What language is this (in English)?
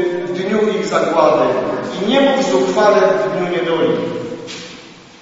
Polish